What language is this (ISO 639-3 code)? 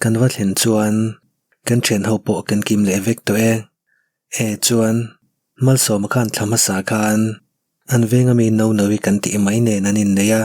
lus